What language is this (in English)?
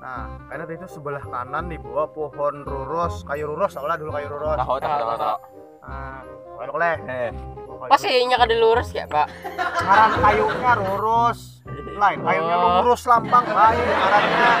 Banjar